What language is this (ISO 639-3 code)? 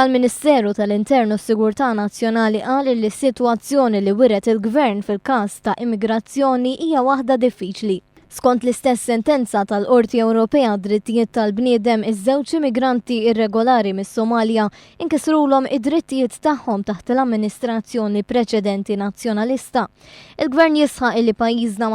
mlt